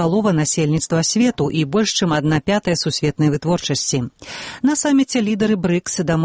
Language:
Belarusian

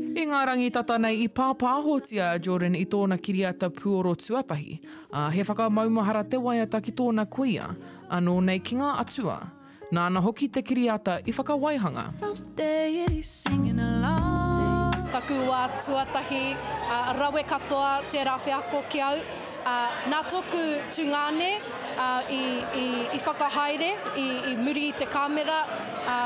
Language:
Māori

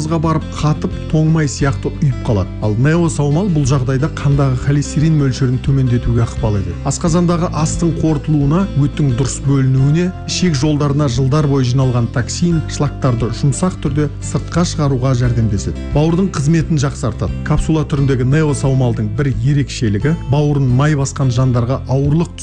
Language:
Kazakh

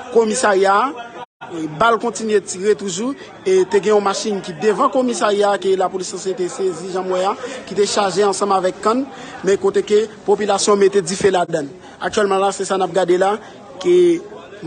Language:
Haitian Creole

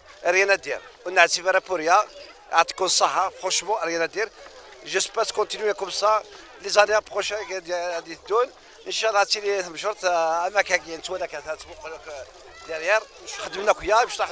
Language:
Kabyle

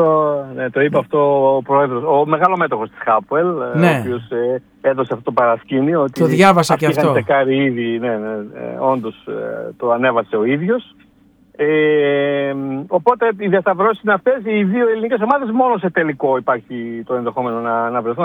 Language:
Greek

